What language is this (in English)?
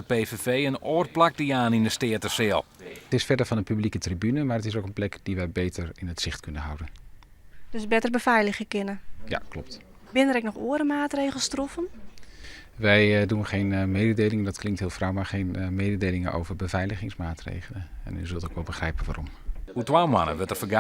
Western Frisian